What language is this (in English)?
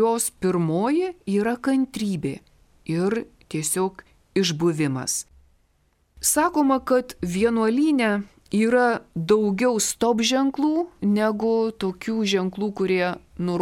Lithuanian